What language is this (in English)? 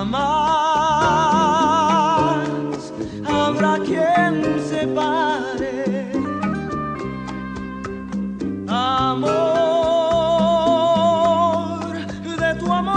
Bulgarian